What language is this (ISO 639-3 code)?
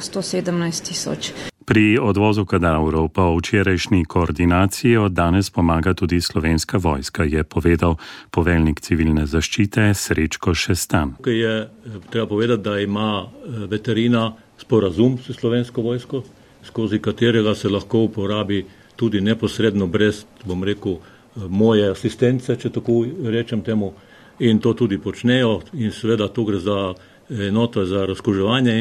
slv